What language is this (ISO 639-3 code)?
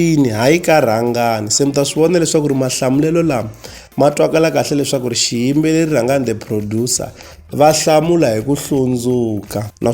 tso